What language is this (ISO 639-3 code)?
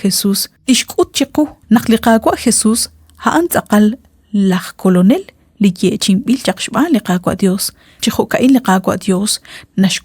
kek